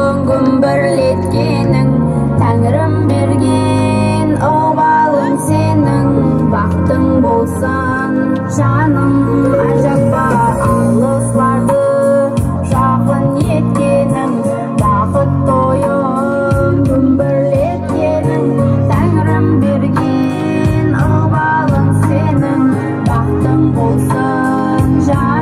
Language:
Kara-Kalpak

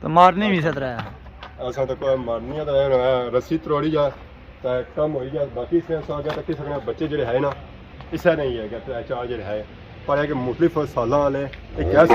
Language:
Pahari-Potwari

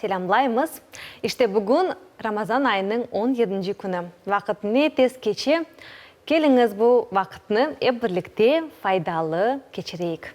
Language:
Crimean Tatar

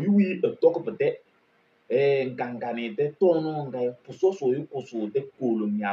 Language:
Kabiyè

